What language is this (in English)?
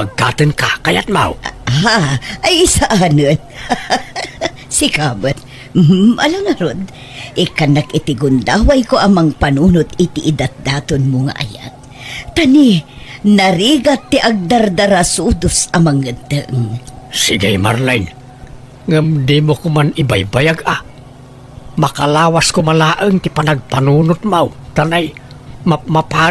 Iloko